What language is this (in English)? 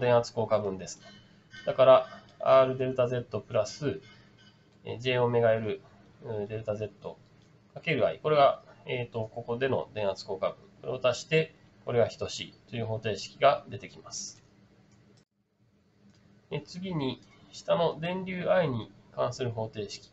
Japanese